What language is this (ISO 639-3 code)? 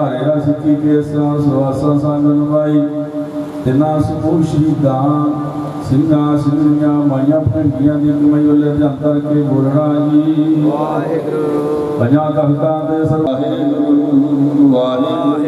pan